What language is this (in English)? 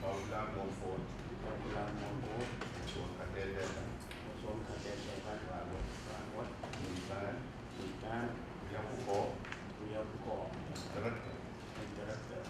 Pohnpeian